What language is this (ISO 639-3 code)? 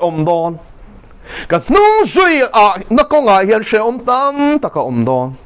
lus